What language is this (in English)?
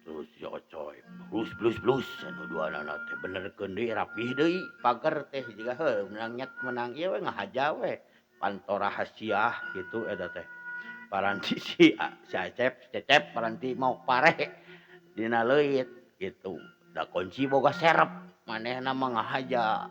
Sundanese